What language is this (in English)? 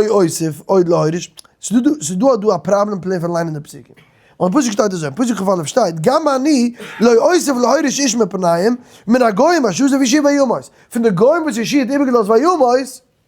Yiddish